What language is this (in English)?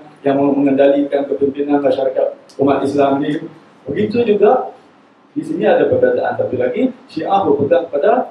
Malay